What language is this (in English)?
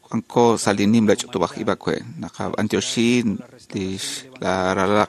Kekchí